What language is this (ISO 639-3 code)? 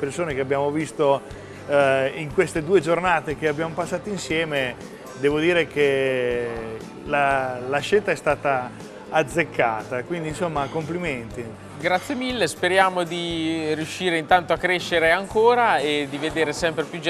ita